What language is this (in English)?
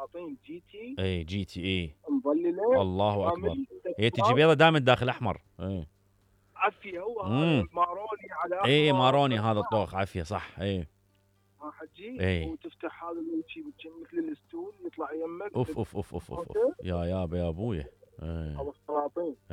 Mesopotamian Arabic